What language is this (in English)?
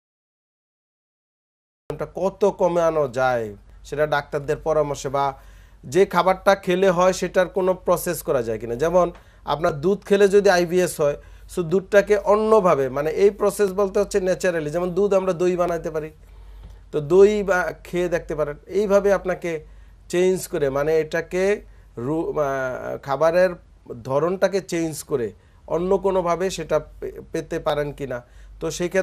Bangla